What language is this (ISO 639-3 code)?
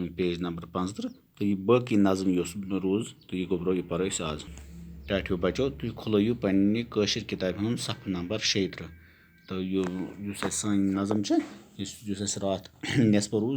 kas